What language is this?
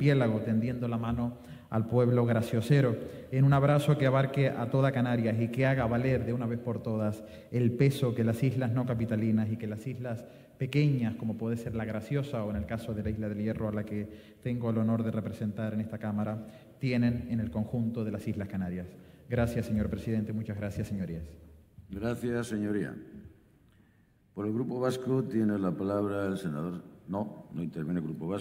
Spanish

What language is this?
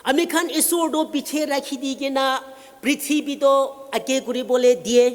Naga Pidgin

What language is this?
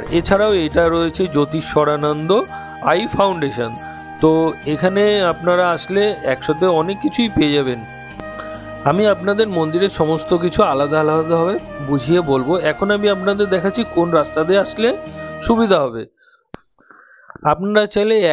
Bangla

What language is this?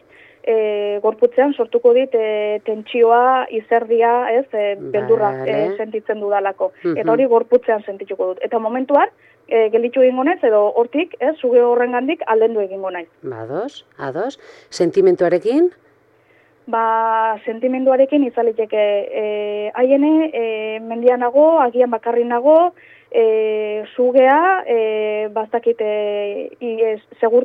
Basque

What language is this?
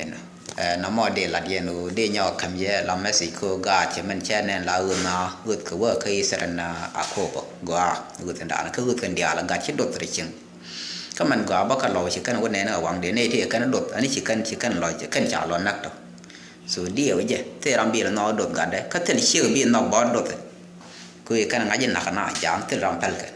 Nuer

